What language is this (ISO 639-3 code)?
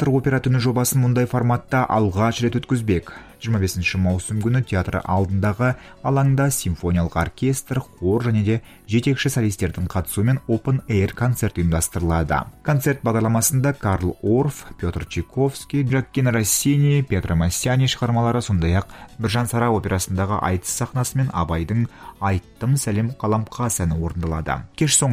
kaz